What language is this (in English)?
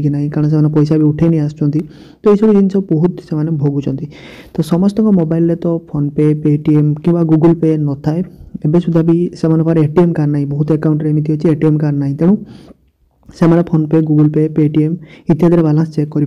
Odia